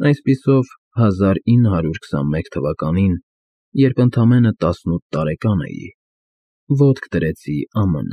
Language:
Armenian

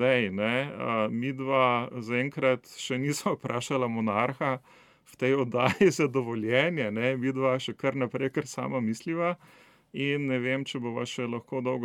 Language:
Slovenian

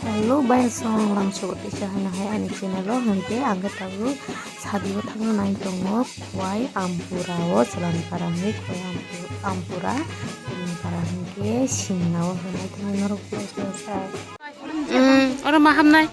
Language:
Kok Borok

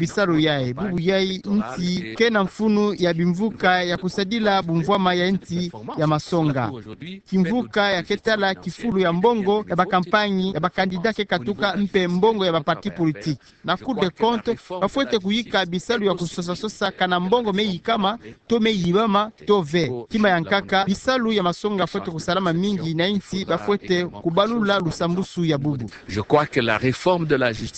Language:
Kituba (Democratic Republic of Congo)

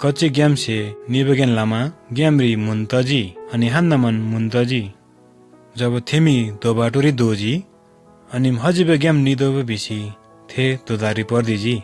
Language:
Eastern Tamang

